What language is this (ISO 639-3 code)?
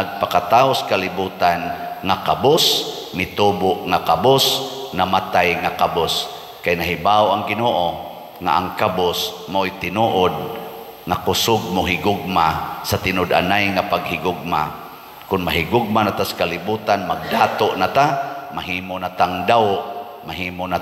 ceb